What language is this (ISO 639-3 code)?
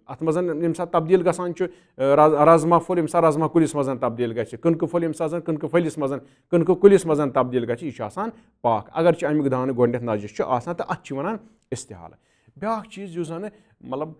kas